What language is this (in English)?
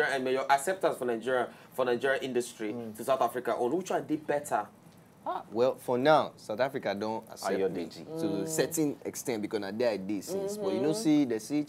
Nigerian Pidgin